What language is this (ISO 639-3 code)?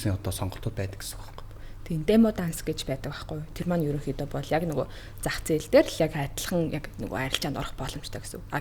mon